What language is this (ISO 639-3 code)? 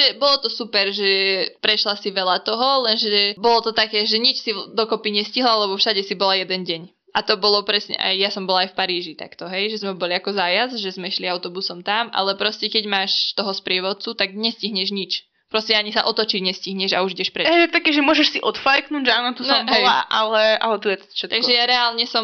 slk